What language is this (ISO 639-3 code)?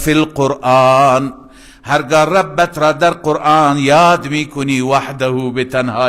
fas